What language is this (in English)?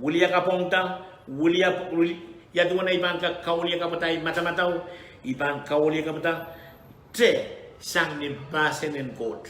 Pohnpeian